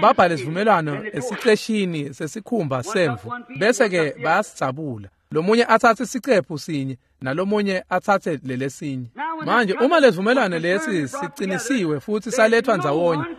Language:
Swati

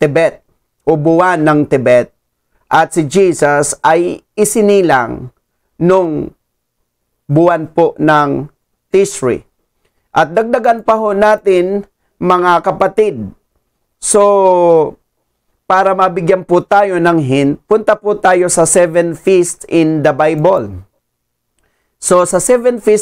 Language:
Filipino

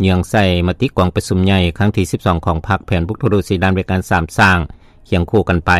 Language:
Lao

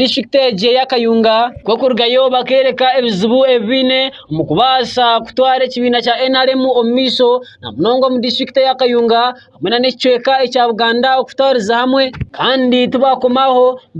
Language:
Nyankole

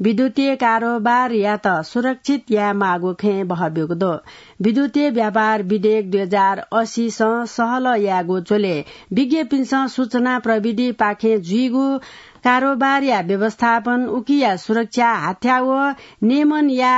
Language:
Newari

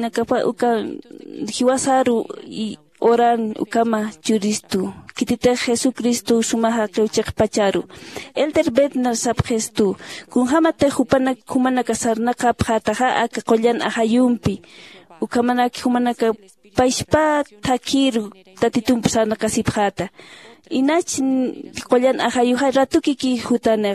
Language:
Aymara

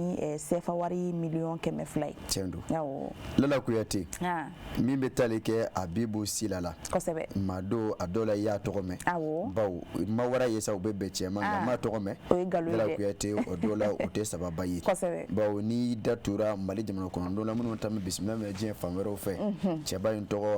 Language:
Bambara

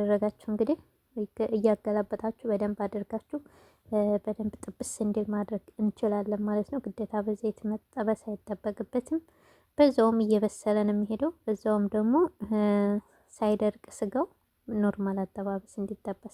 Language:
Amharic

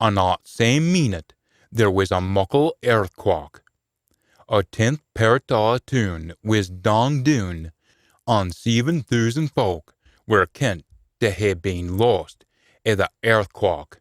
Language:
Scots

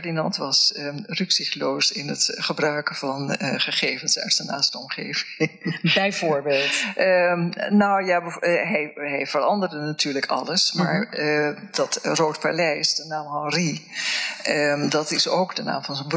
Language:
Dutch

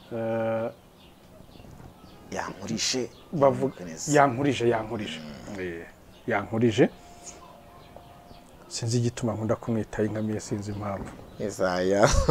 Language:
Kinyarwanda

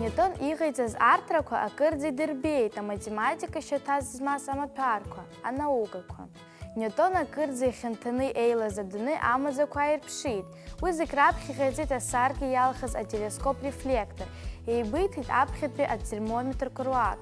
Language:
Abkhazian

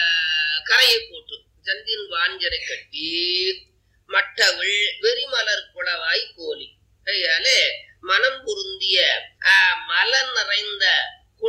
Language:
Tamil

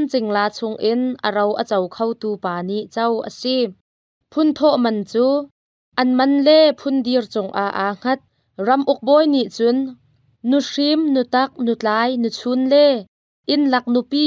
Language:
Hakha Chin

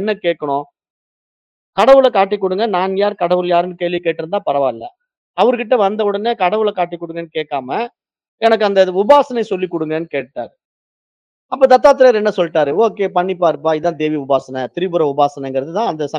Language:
Tamil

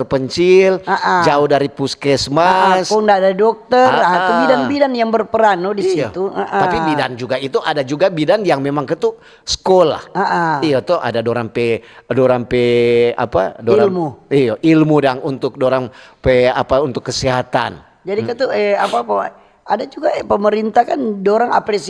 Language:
Manado Malay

